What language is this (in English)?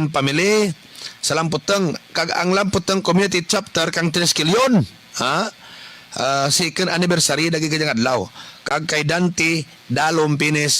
Kinaray-a